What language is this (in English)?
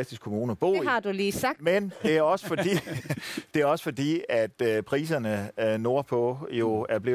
Danish